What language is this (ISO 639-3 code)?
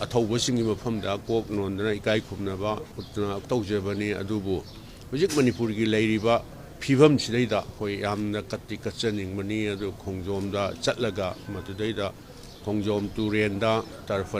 mni